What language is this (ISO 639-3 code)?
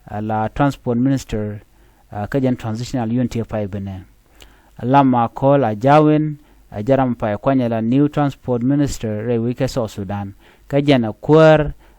nus